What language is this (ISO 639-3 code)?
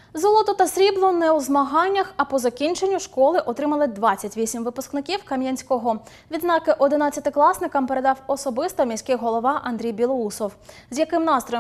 ukr